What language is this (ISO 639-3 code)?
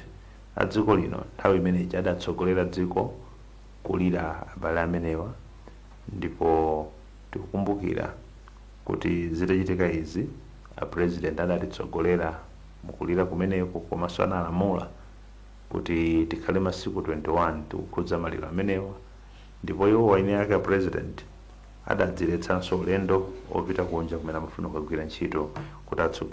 nya